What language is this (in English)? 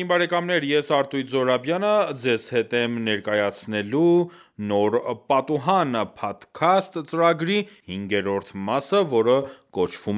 Armenian